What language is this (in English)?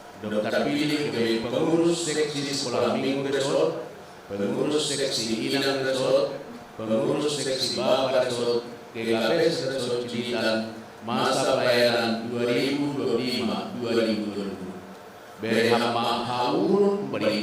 Batak Simalungun